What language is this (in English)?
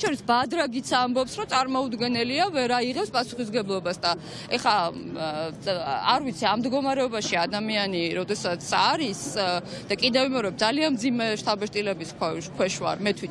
Georgian